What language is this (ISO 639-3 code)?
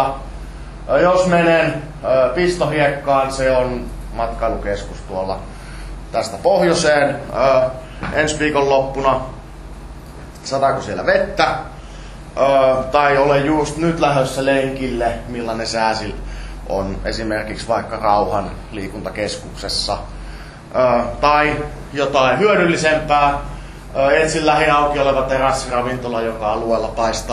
fin